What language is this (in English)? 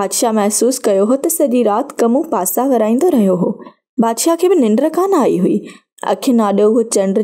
Sindhi